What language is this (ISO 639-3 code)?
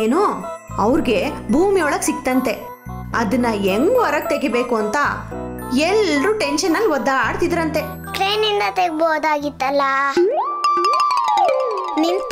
kan